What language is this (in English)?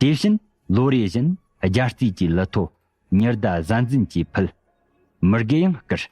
Tibetan